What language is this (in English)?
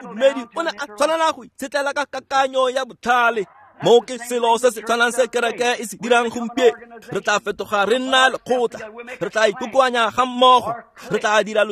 Tswana